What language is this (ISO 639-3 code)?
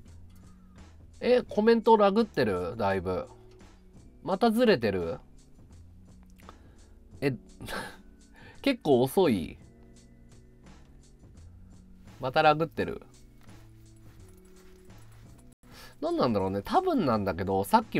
jpn